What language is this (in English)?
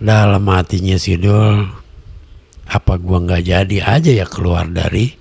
Betawi